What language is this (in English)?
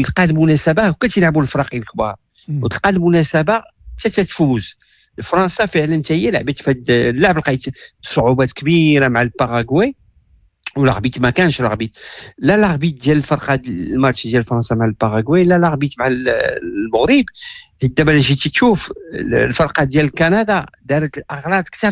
Moroccan Arabic